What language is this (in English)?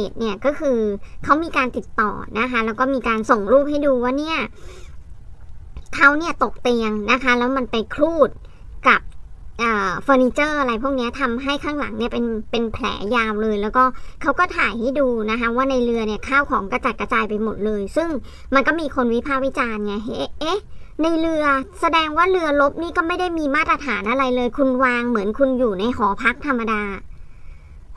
Thai